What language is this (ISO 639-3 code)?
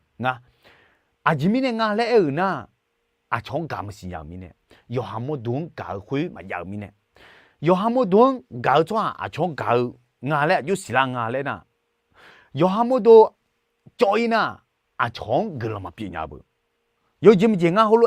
ahk